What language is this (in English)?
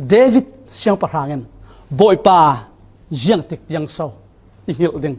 Falam Chin